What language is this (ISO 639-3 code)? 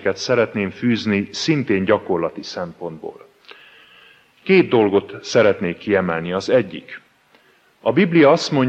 hun